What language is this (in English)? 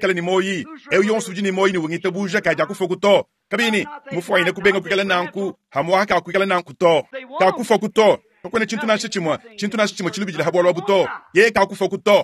Luba-Lulua